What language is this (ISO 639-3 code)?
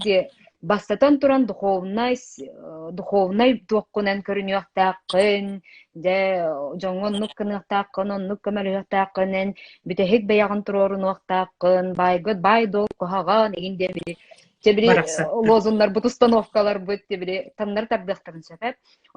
sah